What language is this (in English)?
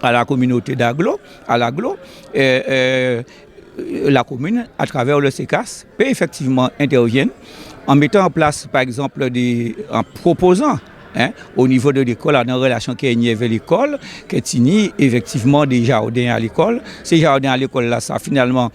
Guadeloupean Creole French